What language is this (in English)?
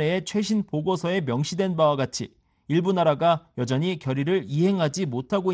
Korean